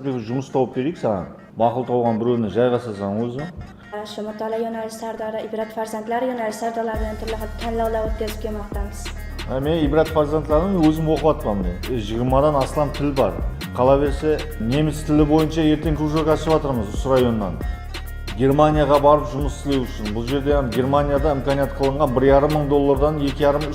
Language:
Kara-Kalpak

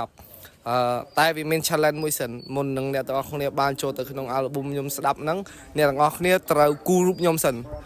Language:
Khmer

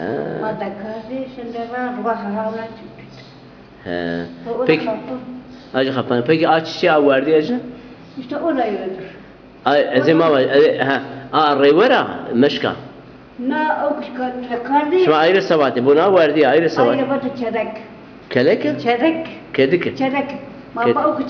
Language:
Zaza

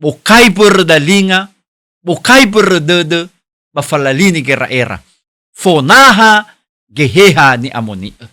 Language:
Nias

